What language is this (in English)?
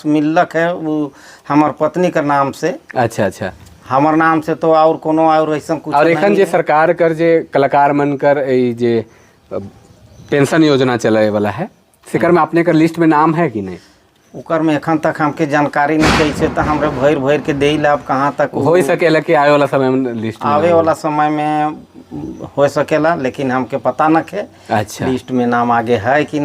Sadri